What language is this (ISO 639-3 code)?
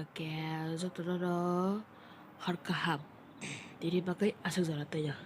trp